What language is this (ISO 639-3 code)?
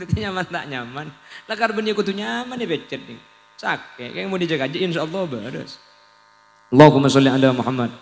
mad